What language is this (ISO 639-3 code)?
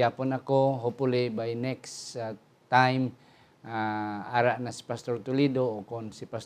hil